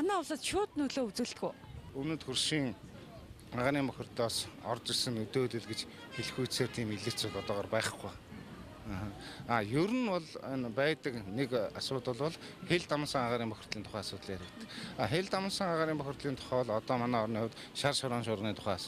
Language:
Mongolian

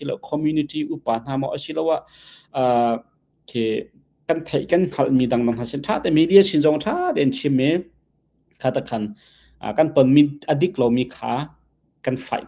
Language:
Hakha Chin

